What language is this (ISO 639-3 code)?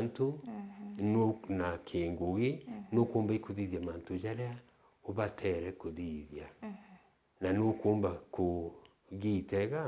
mer